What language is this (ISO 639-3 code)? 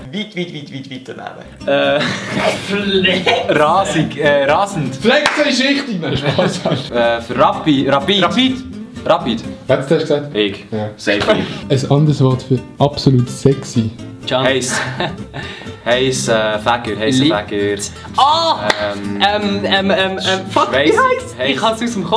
gsw